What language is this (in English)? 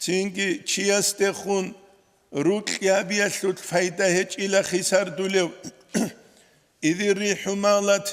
Avaric